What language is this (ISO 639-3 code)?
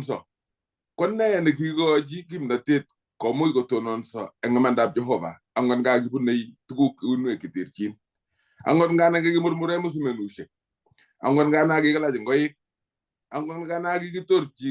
kln